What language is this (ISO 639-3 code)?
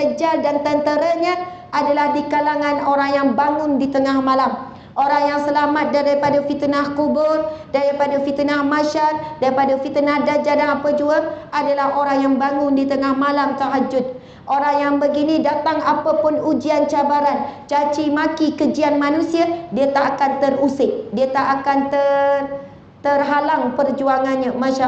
msa